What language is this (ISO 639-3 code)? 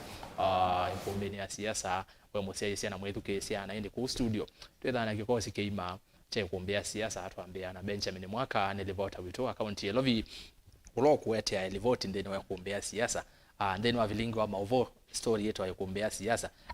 kam